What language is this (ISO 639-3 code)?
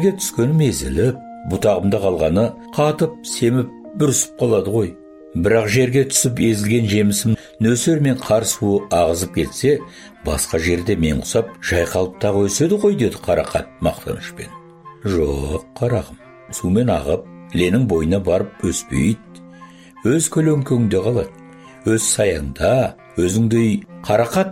kaz